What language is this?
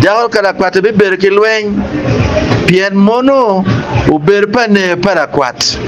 Acoli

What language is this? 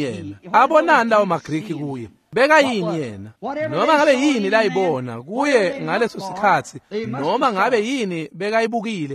Swati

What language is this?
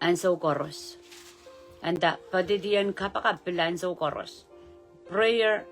Pohnpeian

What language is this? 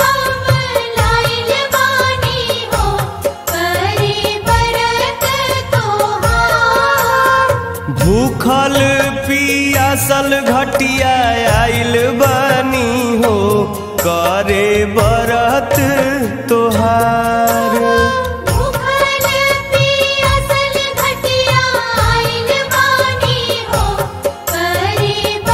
Bhojpuri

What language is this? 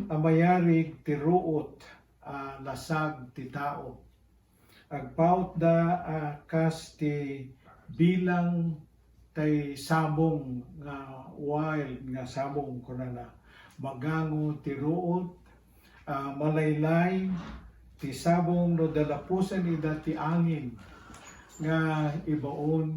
Iloko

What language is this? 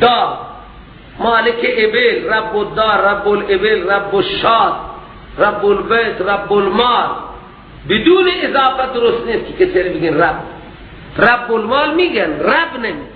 Persian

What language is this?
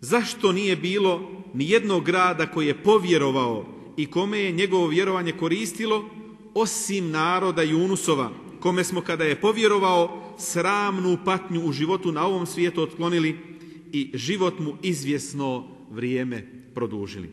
Bosnian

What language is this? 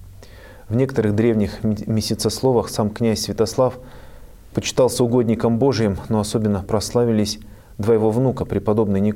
Russian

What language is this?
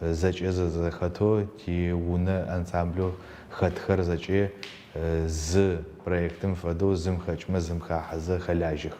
Adyghe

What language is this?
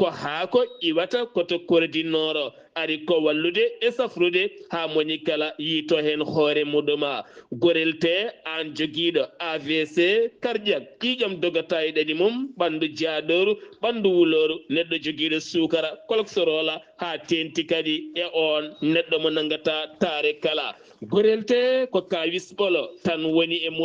Fula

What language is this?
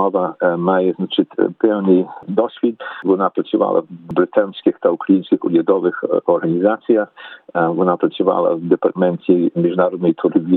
Ukrainian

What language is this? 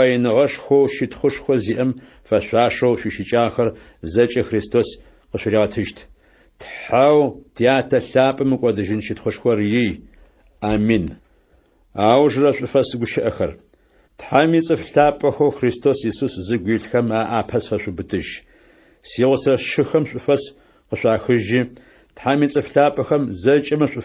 Adyghe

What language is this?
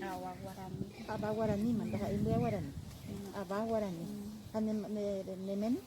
Guarani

